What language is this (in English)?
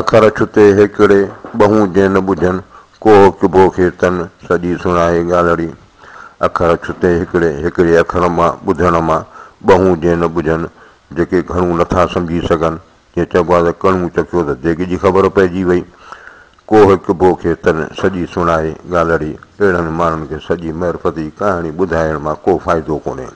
Sindhi